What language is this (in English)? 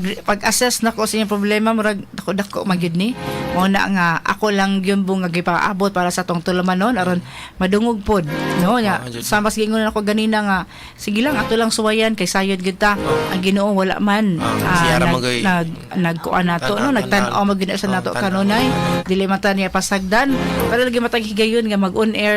Cebuano